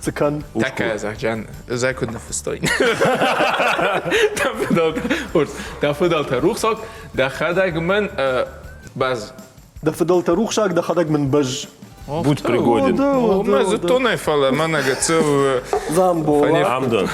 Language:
Ossetic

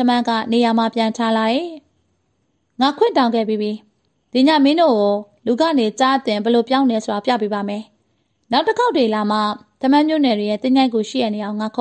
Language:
Burmese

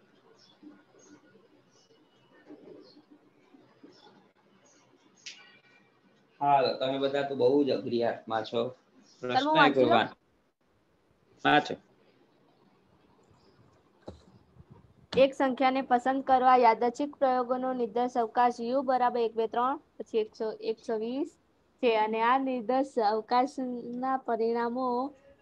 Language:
Gujarati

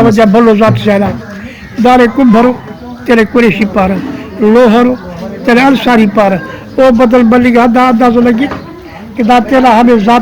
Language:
Brahui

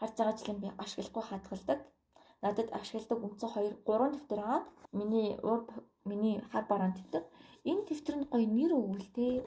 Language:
Mongolian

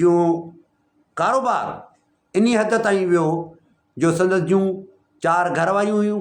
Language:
Sindhi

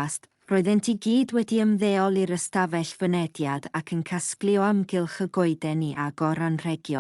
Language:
Welsh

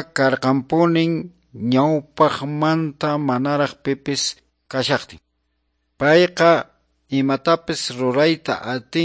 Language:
Quechua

